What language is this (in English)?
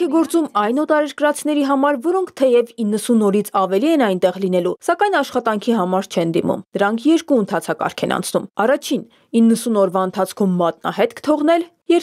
Armenian